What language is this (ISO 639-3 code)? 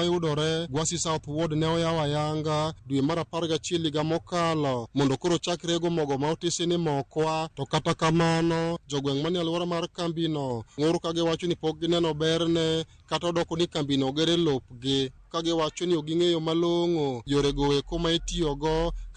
luo